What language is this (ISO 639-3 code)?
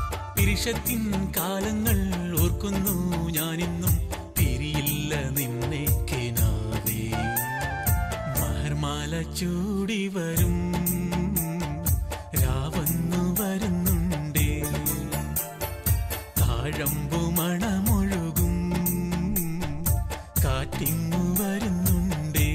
mal